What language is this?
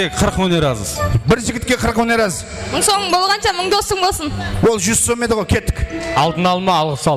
Kara-Kalpak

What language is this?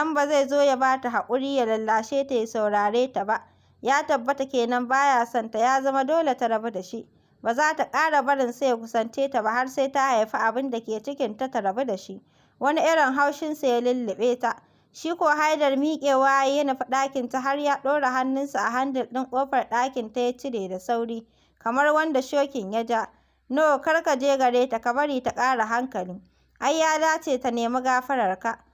Hausa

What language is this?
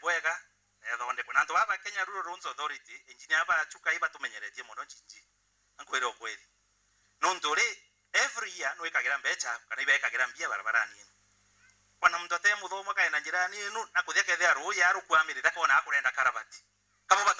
Meru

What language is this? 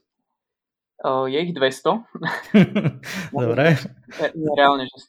Slovak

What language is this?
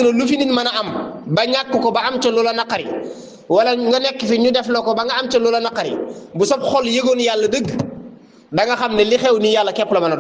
Wolof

